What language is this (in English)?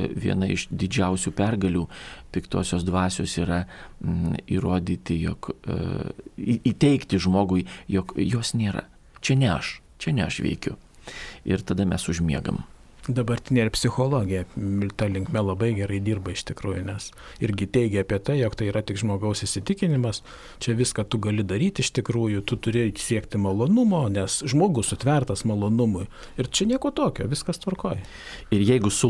Lithuanian